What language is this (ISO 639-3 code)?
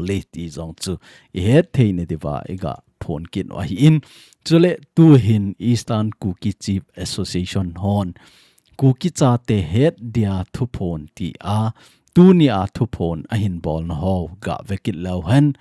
tcz